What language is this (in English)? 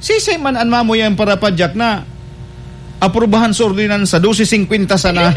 Bikol